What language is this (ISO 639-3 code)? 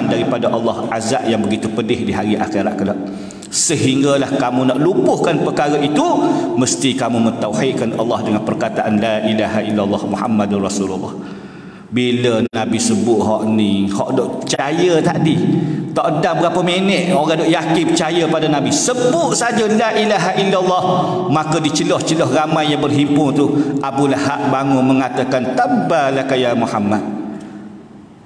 msa